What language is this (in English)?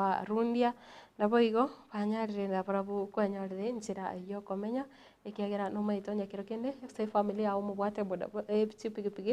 Gusii